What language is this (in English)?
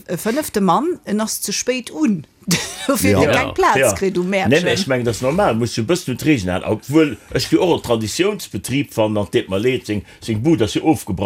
Luxembourgish